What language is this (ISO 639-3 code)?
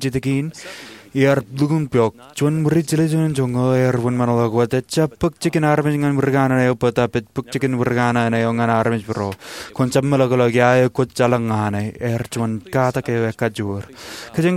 mah